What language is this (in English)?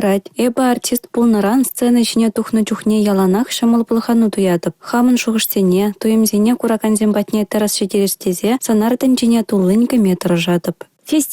Chuvash